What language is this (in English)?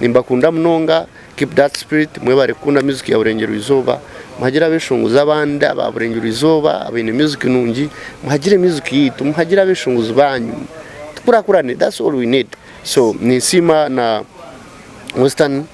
Nyankole